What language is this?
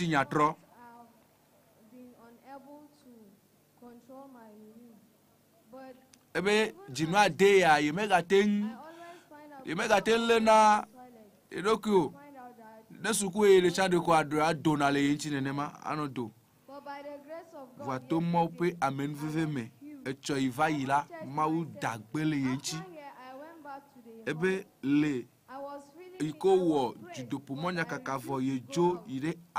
Ewe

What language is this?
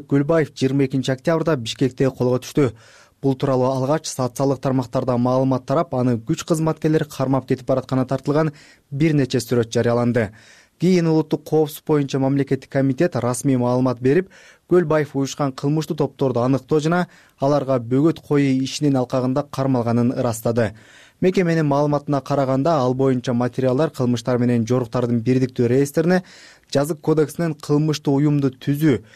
Kyrgyz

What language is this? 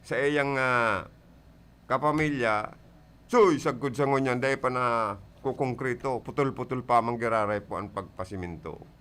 Bikol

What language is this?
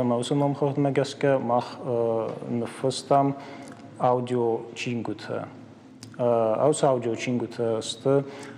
Ossetic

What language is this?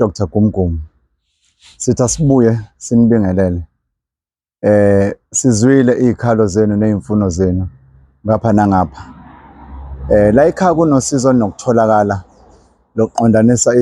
Zulu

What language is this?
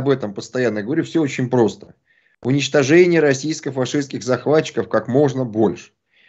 Russian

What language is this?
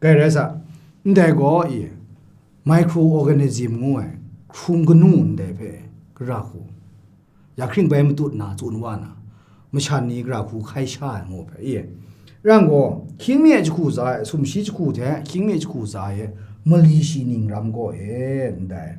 Kachin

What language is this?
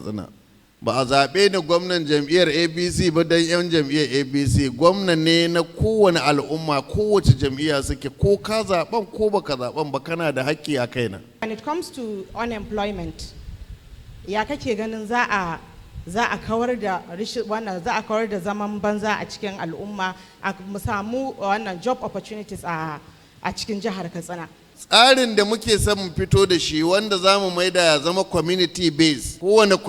Hausa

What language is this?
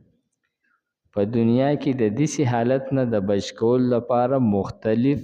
Pashto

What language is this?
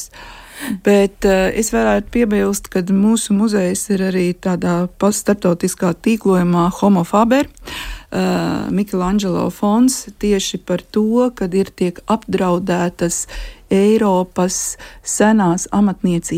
Latvian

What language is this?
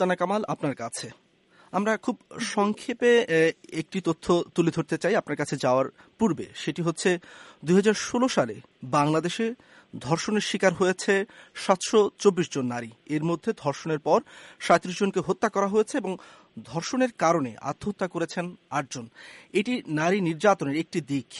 Bangla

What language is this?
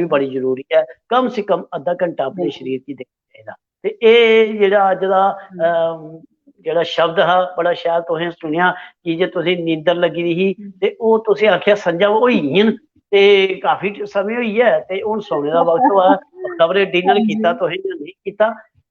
Dogri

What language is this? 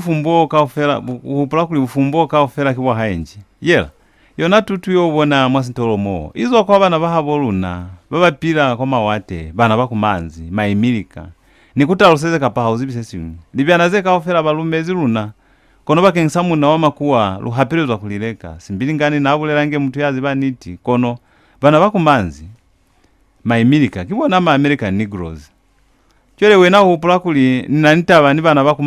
Lozi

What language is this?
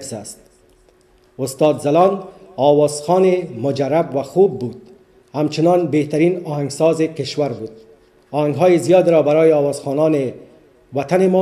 Persian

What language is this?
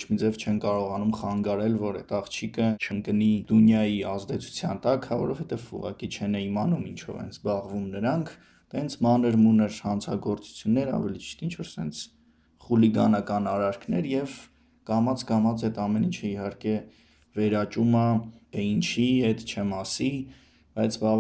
Armenian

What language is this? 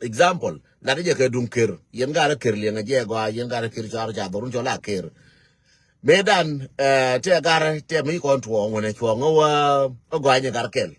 Nuer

